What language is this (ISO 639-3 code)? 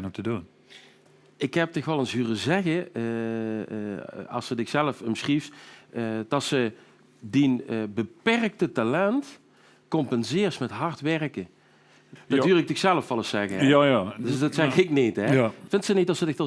lim